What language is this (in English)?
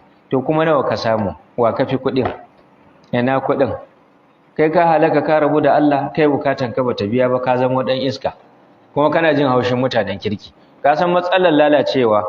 Hausa